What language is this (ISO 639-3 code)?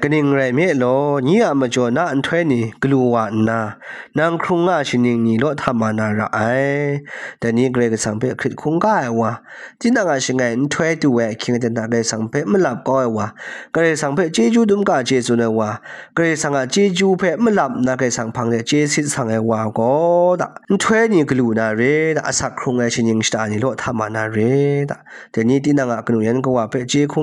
kac